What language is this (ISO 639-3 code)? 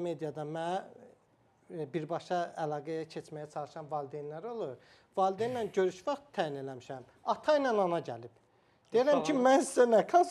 aze